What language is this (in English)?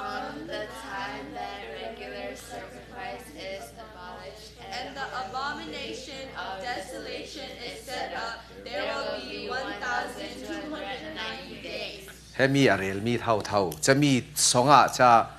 Falam Chin